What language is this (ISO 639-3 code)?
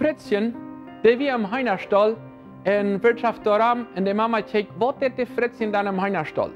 pdt